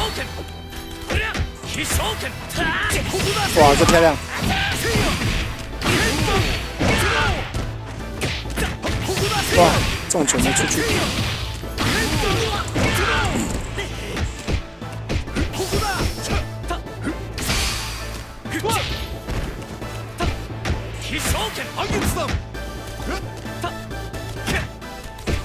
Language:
Japanese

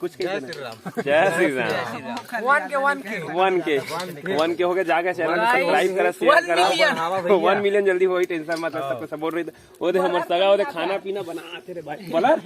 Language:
Chhattisgarhi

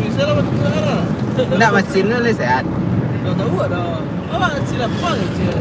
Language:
Minangkabau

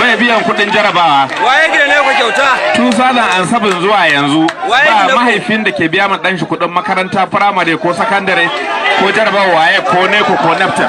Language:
Hausa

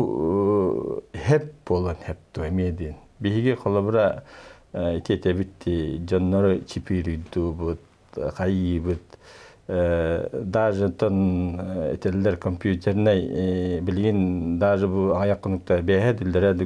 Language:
Yakut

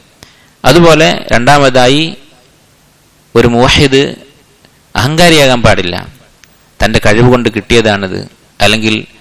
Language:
Malayalam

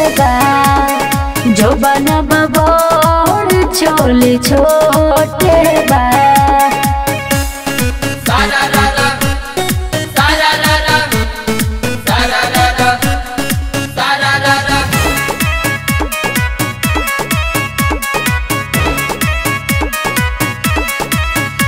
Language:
Bhojpuri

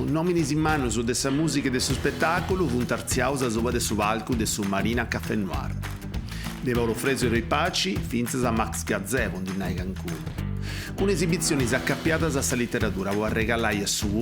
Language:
Sardinian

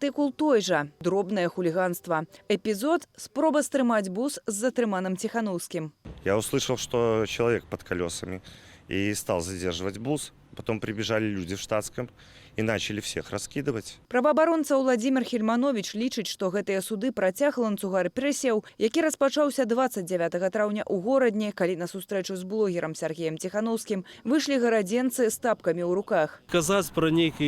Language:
Belarusian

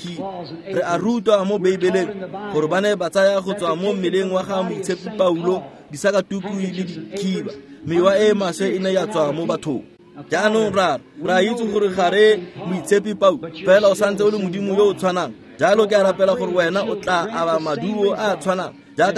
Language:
Tswana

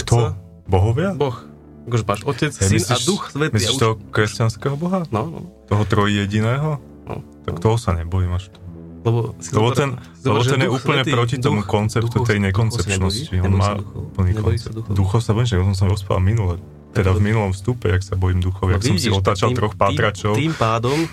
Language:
Slovak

